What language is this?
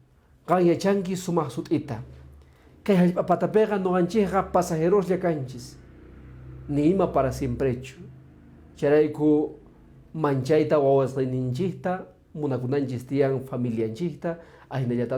Quechua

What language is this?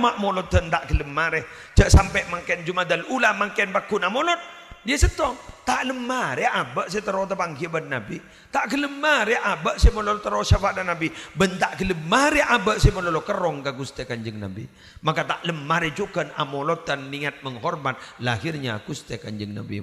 Madurese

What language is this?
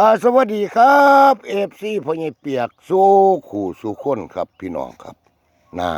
Northeastern Thai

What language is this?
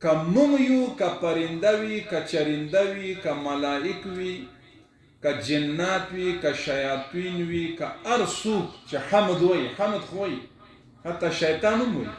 Pashto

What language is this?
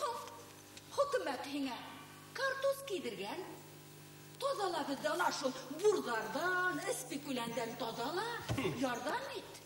Bashkir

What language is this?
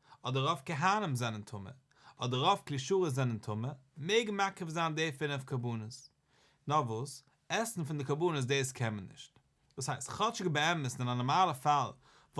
Yiddish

